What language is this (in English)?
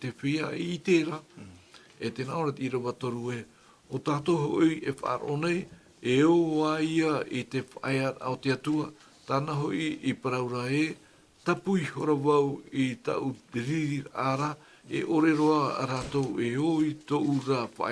Tahitian